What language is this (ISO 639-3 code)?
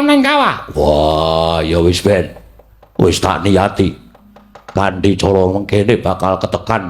jav